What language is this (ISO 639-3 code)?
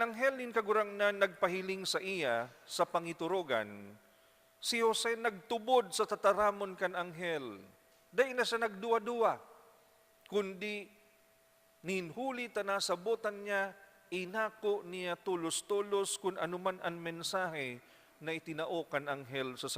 bik